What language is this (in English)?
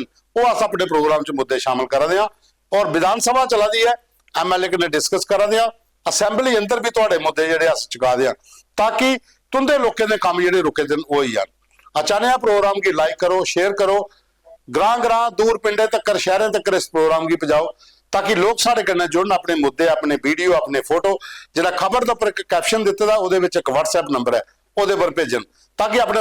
Dogri